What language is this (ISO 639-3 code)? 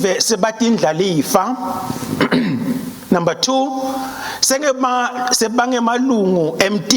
ssw